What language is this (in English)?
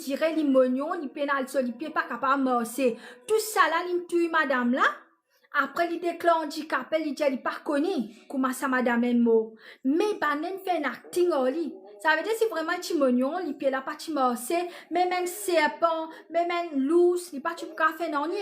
Morisyen